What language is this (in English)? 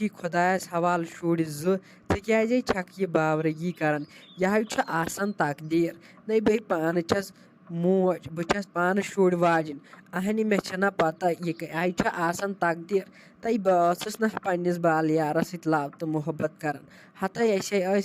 Kashmiri